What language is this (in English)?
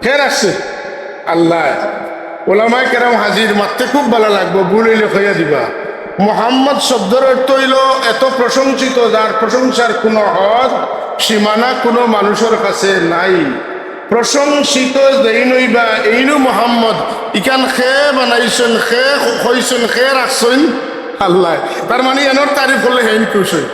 Sylheti